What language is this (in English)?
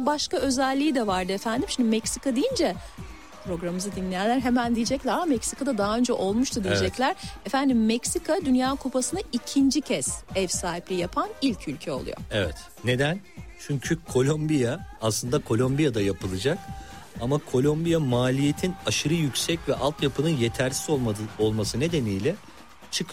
Turkish